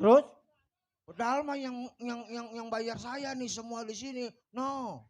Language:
Betawi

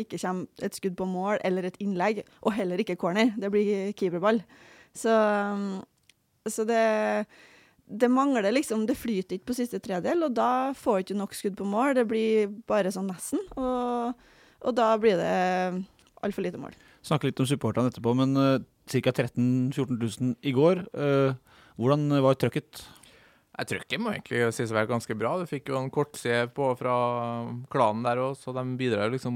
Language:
Norwegian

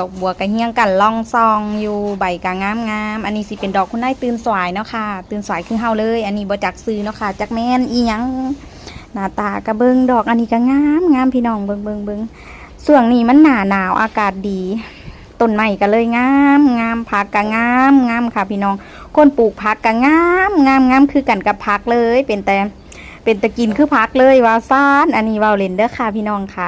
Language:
Northeastern Thai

